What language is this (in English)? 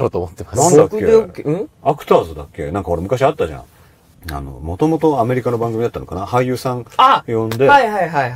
Japanese